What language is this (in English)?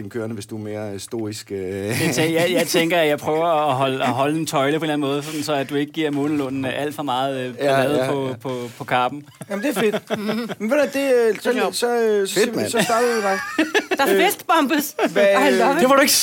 Danish